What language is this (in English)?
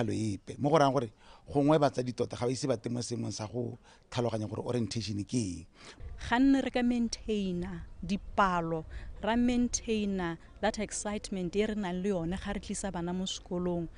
Tswana